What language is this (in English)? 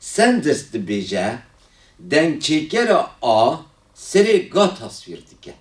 Kurdish